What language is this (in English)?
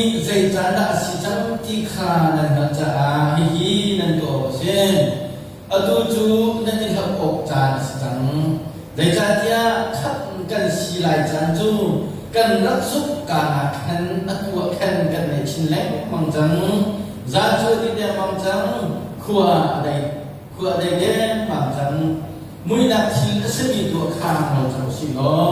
Hakha Chin